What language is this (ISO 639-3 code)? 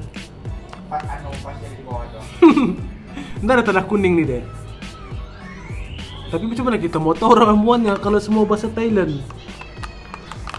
msa